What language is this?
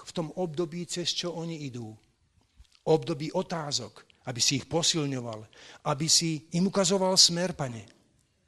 Slovak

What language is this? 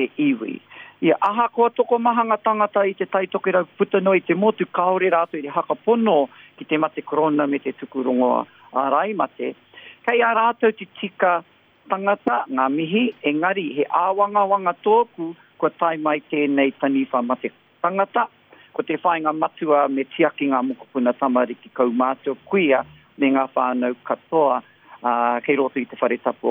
Māori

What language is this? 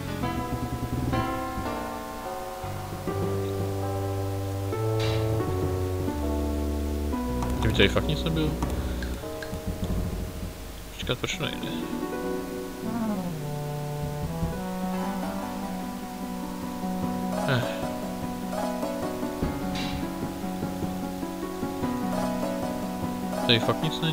Czech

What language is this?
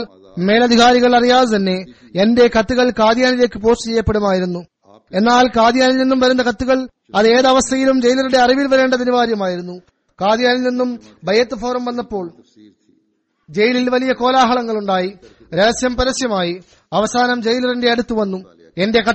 Malayalam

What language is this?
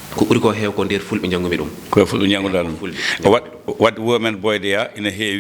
Fula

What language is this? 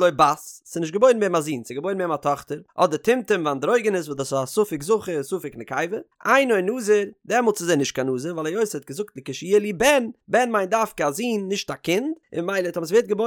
Yiddish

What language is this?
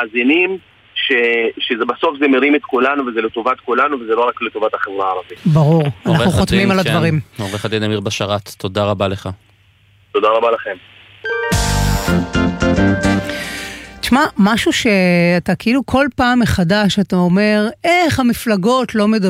Hebrew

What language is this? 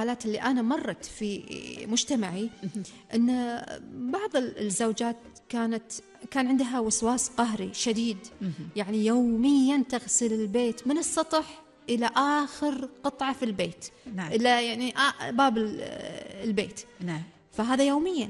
Gulf Arabic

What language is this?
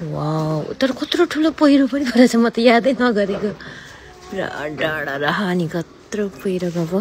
Nepali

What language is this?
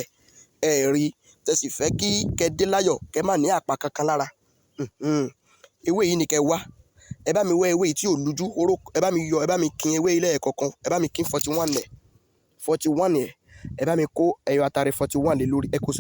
Yoruba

